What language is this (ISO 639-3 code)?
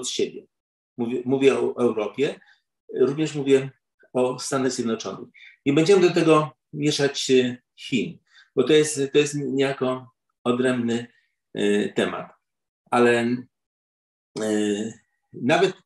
pol